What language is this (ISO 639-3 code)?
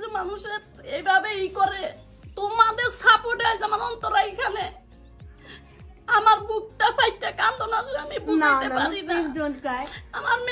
ben